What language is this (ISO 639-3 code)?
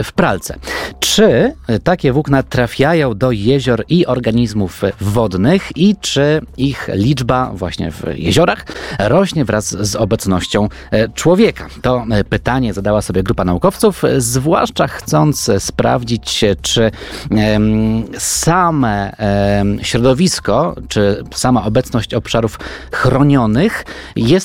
pol